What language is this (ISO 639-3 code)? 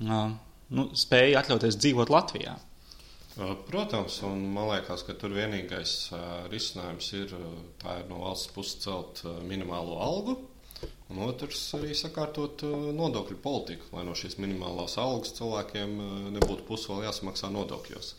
lav